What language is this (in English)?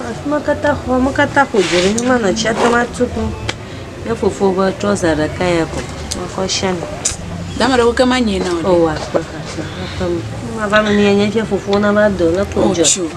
Ewe